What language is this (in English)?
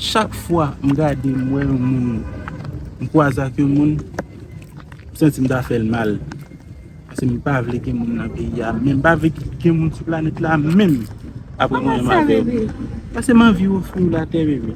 Haitian Creole